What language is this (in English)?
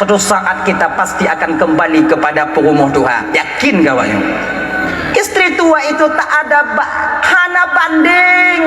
Achinese